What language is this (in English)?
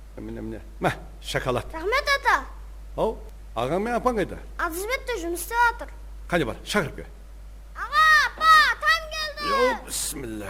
Kara-Kalpak